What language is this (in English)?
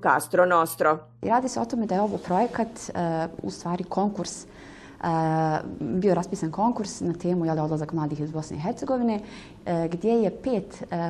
Bosnian